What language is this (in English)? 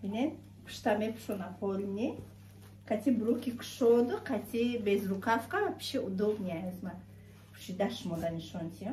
Tajik